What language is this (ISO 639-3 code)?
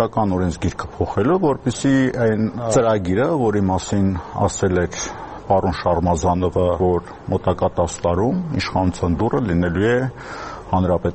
hye